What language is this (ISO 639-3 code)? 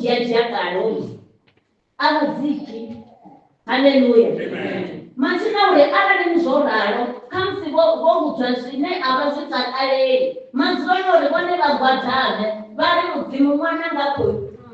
ven